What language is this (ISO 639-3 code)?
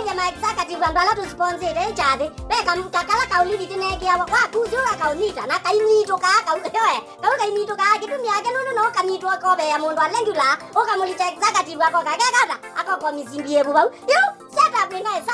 kam